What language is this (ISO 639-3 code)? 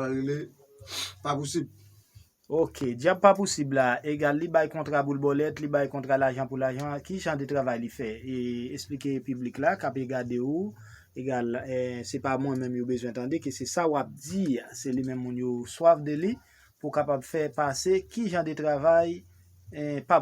hat